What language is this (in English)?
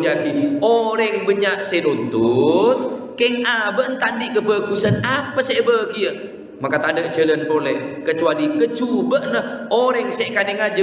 Madurese